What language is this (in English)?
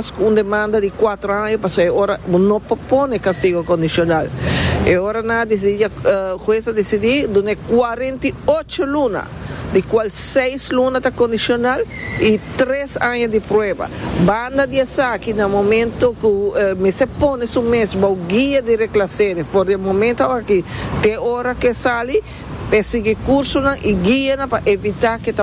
Papiamento